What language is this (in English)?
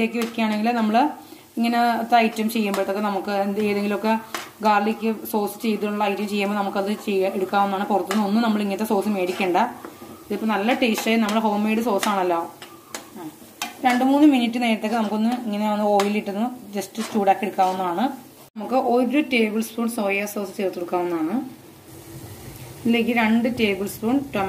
Malayalam